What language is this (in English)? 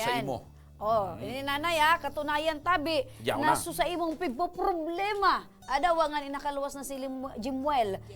Bikol